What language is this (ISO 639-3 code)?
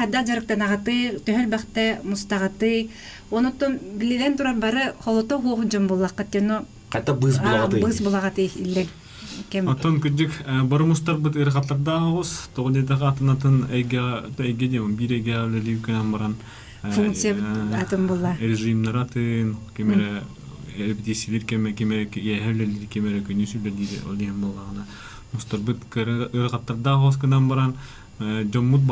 sah